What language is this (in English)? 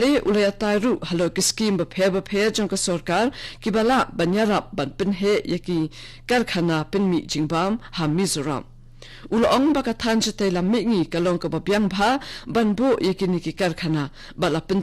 Khasi